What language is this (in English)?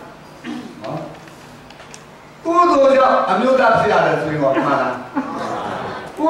Burmese